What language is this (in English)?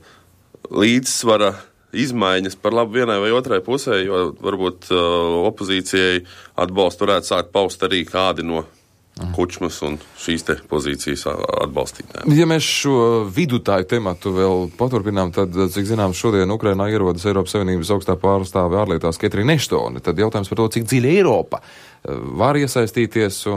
Latvian